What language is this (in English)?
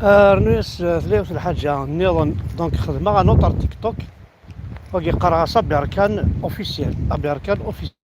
Kabyle